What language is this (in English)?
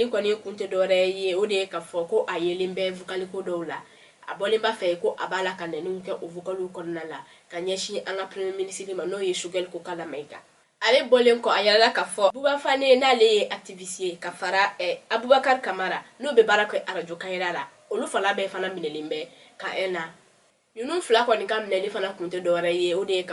Bambara